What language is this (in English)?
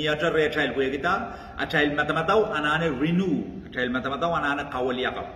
Pohnpeian